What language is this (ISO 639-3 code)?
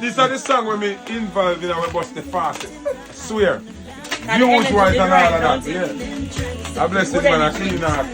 jam